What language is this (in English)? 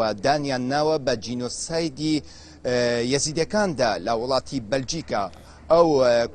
Central Kurdish